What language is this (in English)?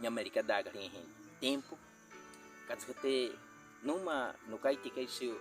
Baniwa